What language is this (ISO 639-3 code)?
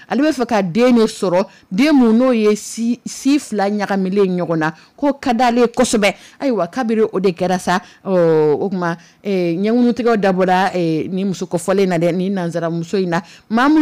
dyu